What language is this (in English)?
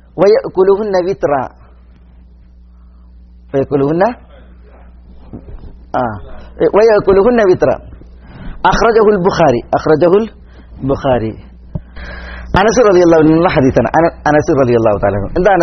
Malayalam